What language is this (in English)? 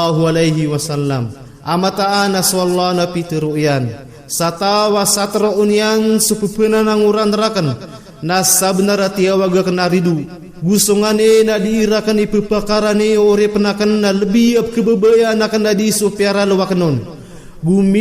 Maranao